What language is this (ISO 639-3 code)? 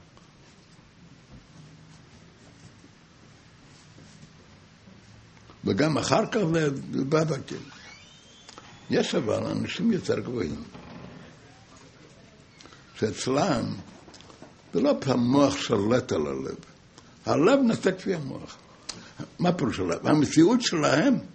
heb